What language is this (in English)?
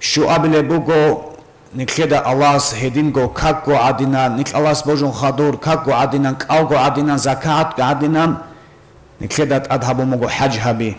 Avaric